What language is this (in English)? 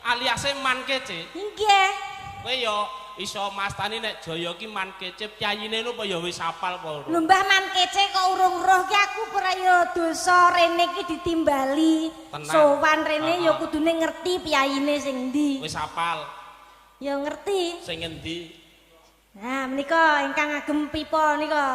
Javanese